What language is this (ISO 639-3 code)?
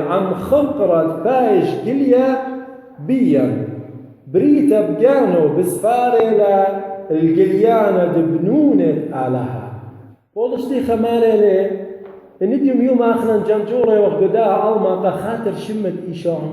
aii